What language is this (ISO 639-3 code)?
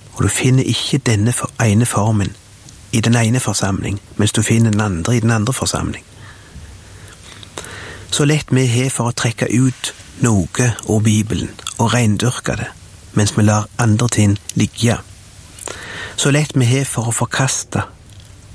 nor